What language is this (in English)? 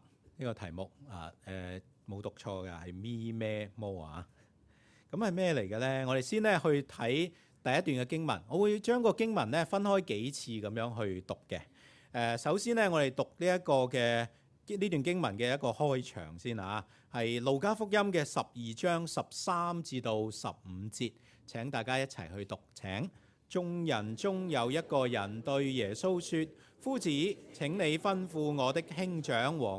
Cantonese